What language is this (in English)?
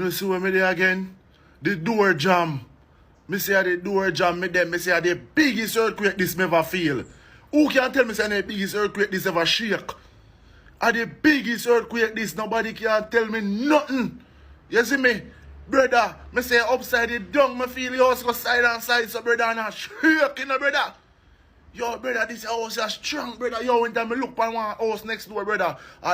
Jamaican Creole English